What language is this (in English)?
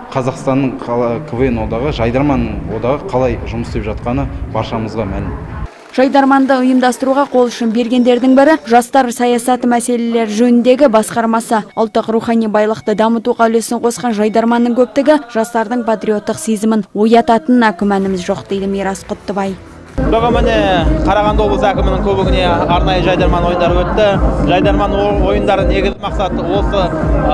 Kazakh